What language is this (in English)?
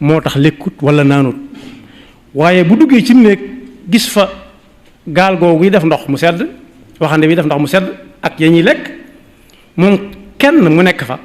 Wolof